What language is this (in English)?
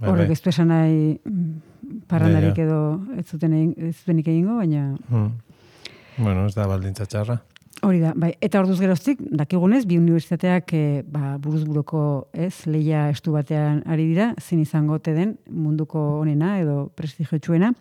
Basque